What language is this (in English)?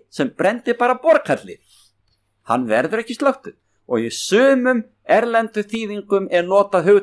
Icelandic